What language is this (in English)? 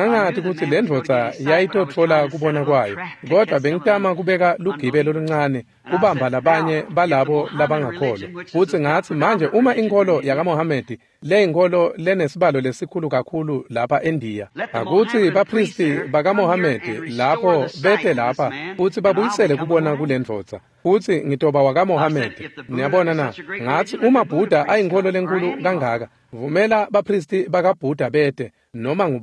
Swati